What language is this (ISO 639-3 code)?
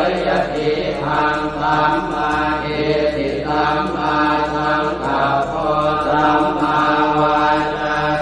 pli